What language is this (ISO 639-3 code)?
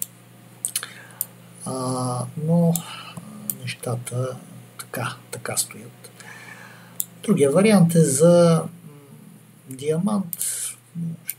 bul